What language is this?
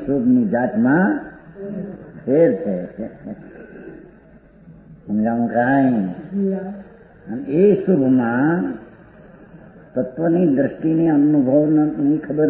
Gujarati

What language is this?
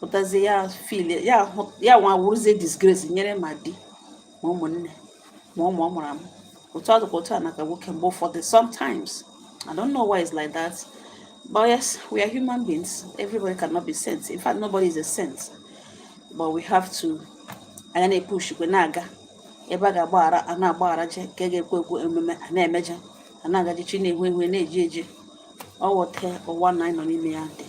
Igbo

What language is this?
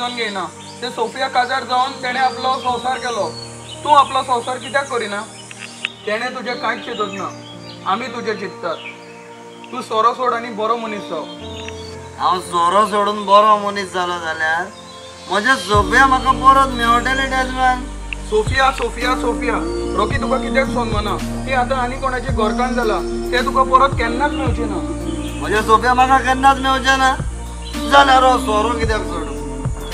Konkani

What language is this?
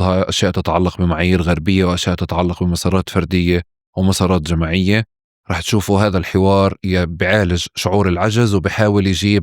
North Levantine Arabic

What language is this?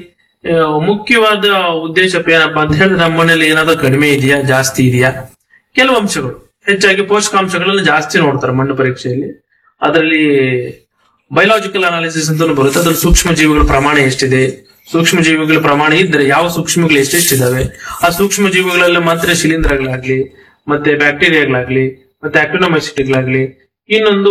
Kannada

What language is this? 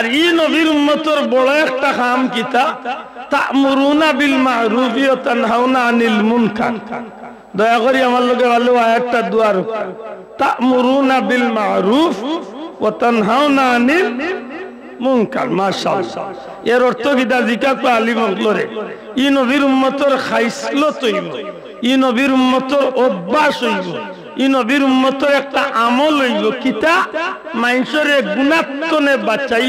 Sylheti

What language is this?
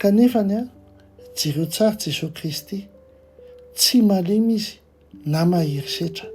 Malagasy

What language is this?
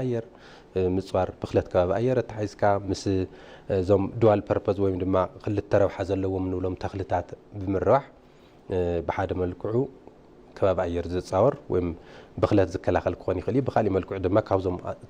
Tigrinya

